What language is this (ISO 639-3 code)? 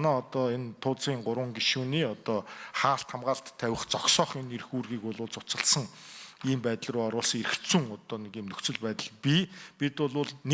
mon